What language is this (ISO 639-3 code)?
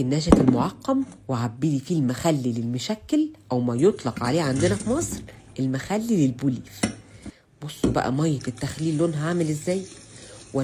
arz